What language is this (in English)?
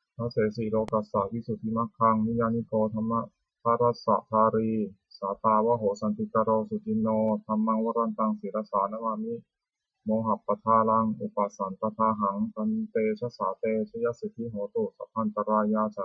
Pali